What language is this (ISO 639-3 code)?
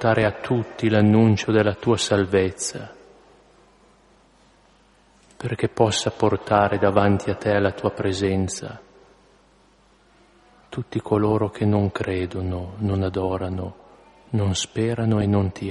ita